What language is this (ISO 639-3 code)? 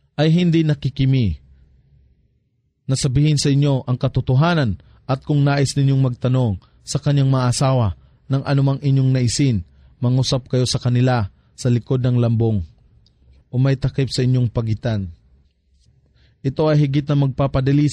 fil